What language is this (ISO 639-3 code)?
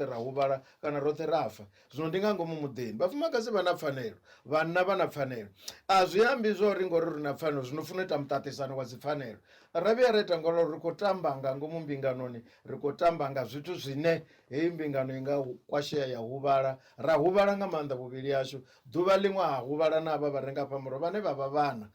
ven